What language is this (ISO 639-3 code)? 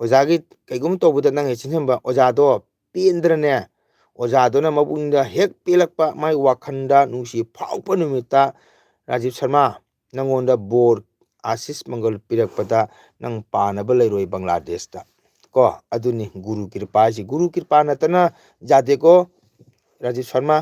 mni